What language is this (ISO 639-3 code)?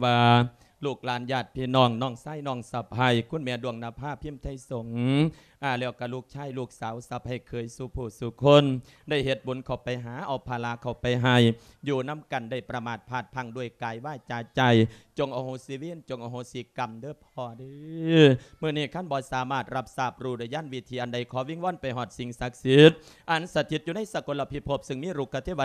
lao